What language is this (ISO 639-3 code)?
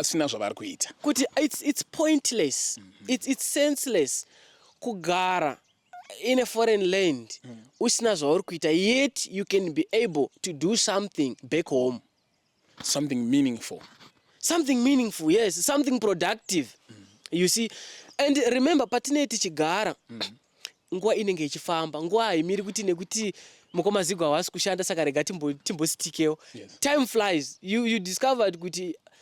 sna